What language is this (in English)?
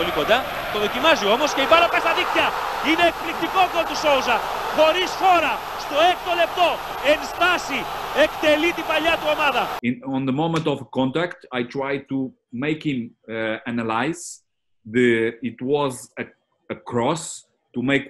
Greek